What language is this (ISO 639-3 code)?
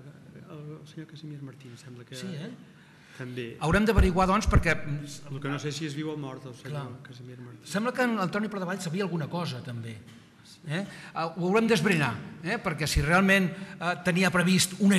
cat